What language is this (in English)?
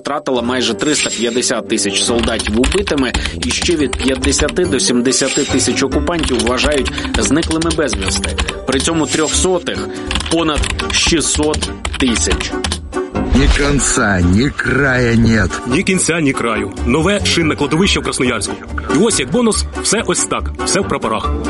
Ukrainian